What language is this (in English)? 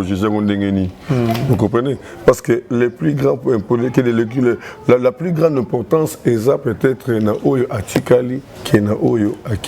Lingala